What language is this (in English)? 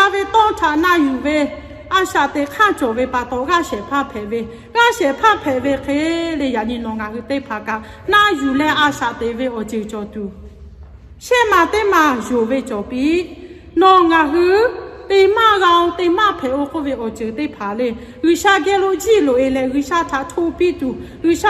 Lahu